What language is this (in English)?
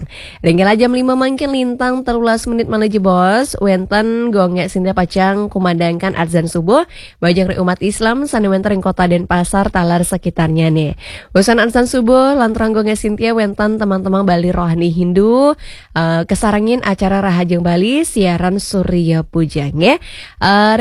Balinese